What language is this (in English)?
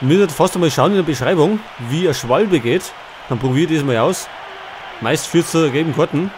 Bavarian